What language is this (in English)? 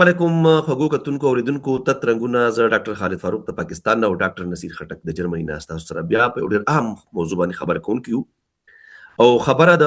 Pashto